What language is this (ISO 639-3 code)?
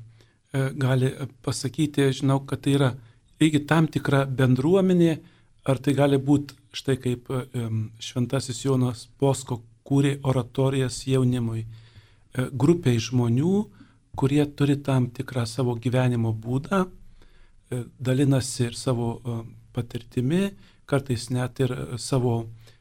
lit